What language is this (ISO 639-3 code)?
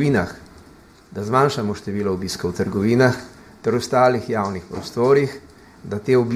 slv